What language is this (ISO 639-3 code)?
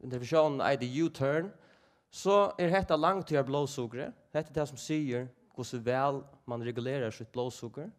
fao